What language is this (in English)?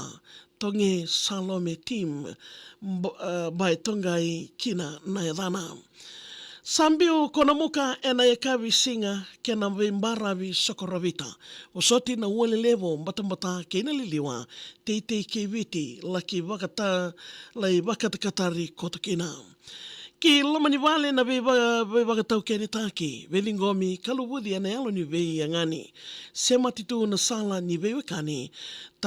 Fijian